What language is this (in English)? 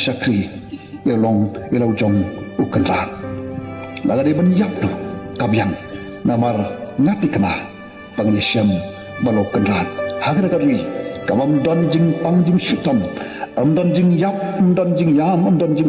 Khasi